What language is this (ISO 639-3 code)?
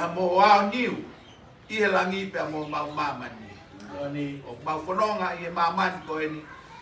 ton